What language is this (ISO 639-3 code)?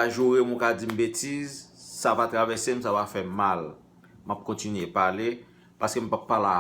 hat